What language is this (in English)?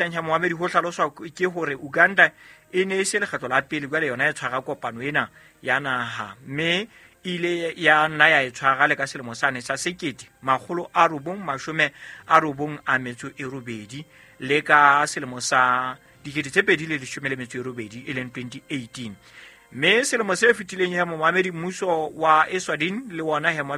Southern Sotho